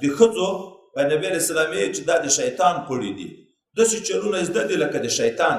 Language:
Pashto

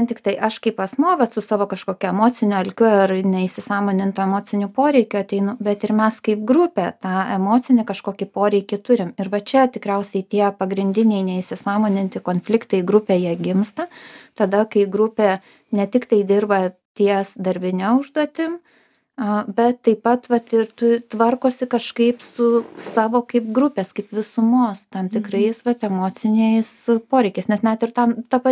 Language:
Lithuanian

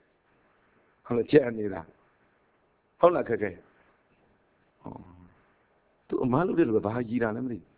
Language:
Burmese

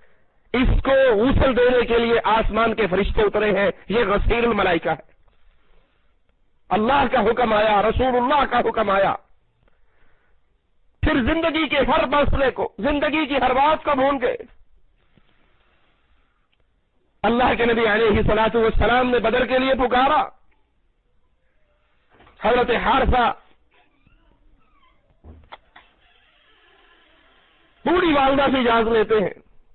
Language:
Urdu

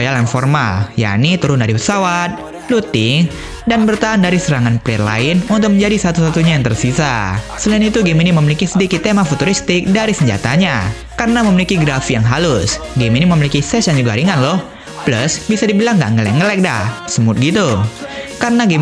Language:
Indonesian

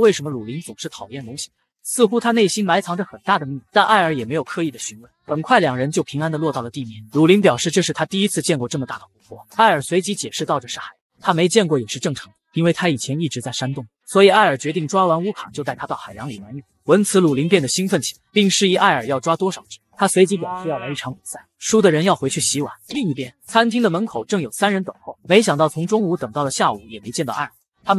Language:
Chinese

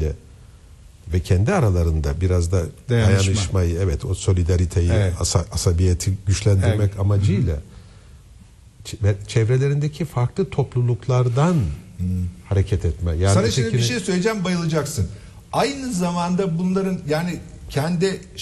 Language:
Turkish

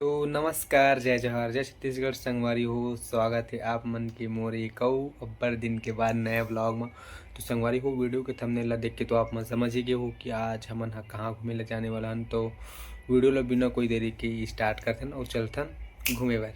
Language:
Chhattisgarhi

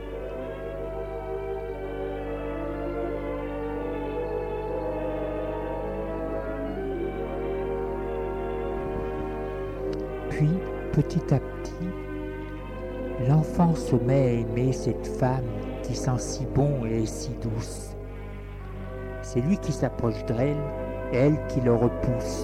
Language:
French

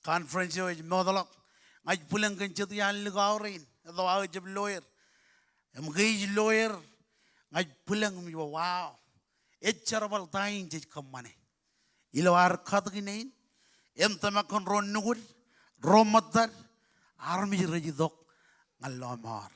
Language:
Marshallese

